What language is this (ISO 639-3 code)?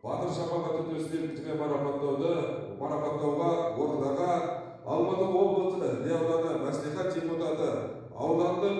kaz